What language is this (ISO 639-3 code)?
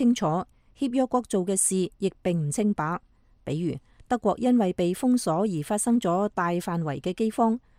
yue